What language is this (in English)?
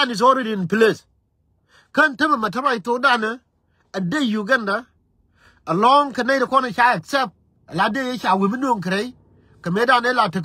Nuer